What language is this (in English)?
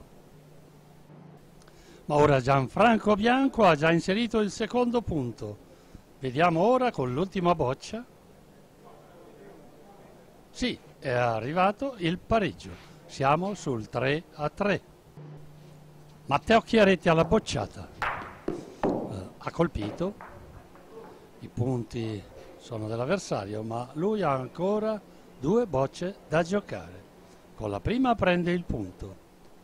Italian